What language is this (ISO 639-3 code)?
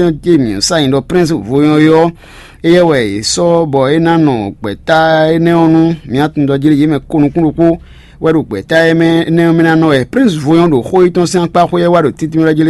fon